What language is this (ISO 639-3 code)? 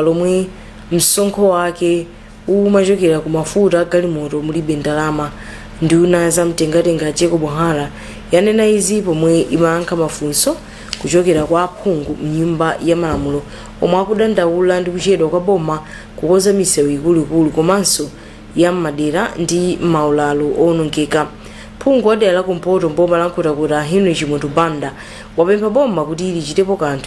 nya